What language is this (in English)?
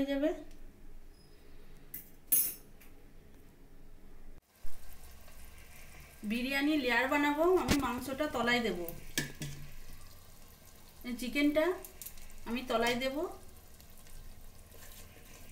Bangla